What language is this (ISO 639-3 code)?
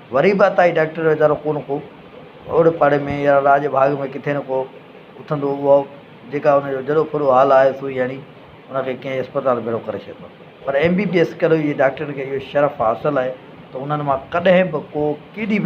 snd